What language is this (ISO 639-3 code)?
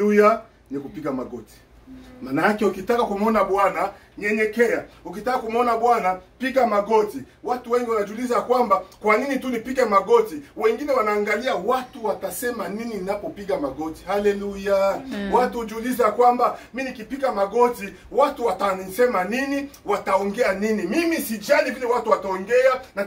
swa